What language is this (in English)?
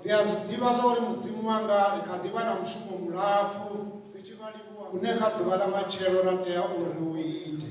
Venda